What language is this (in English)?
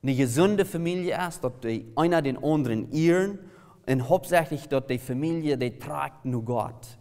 Plautdietsch